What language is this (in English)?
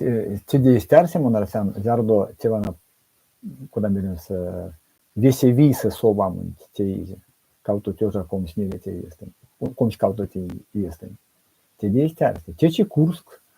Erzya